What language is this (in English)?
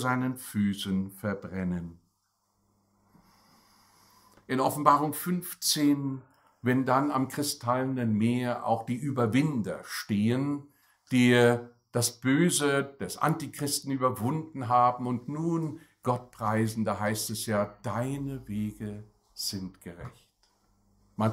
German